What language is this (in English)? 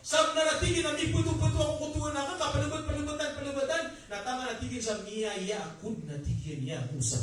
Maranao